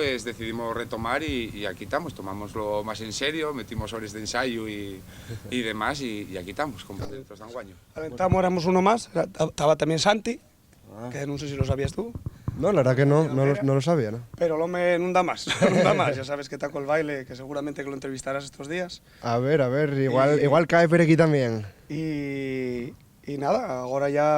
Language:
Asturian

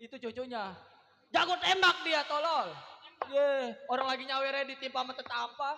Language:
Betawi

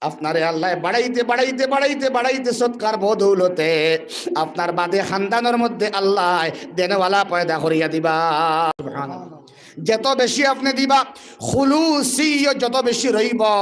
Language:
Sylheti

